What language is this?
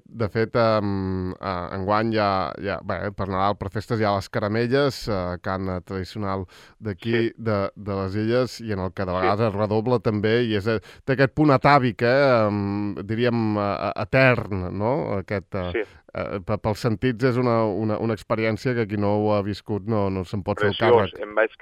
Catalan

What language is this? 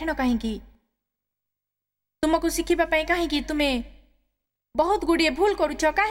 Odia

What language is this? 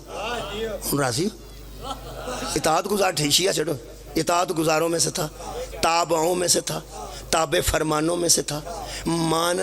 Pahari-Potwari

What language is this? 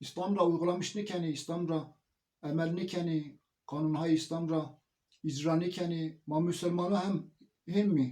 Zaza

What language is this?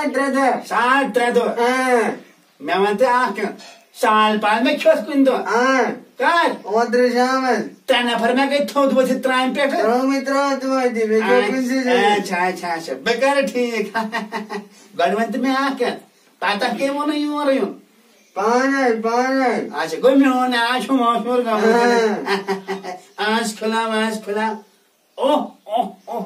Kashmiri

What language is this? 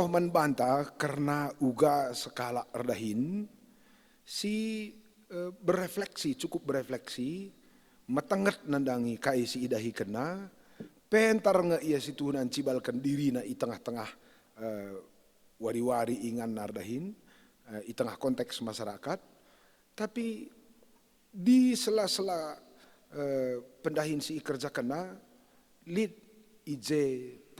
Batak Karo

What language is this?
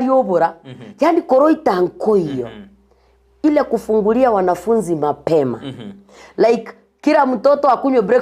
Gusii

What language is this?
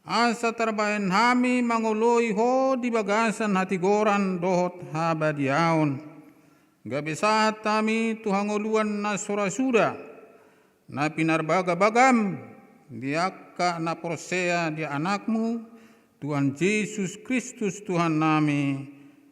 Batak Toba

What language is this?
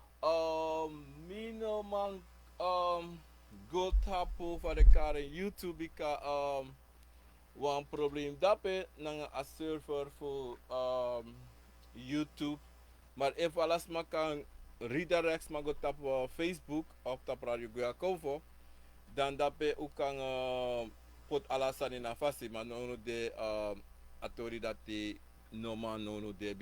Sranan Tongo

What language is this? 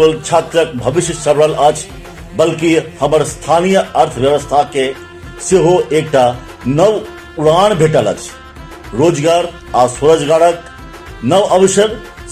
Maithili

